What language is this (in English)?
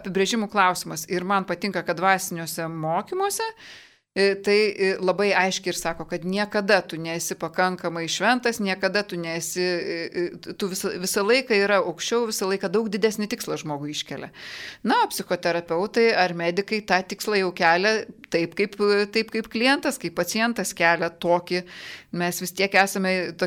Lithuanian